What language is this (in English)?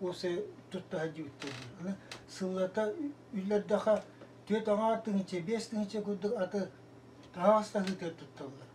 Yakut